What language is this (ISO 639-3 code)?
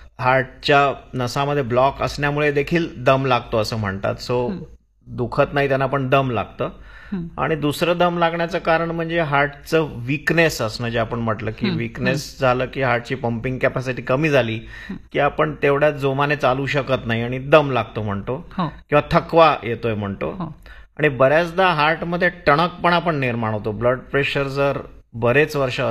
mar